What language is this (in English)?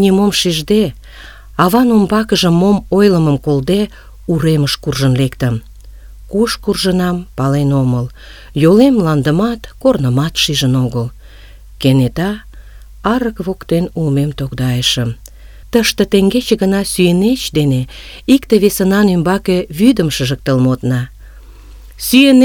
Mari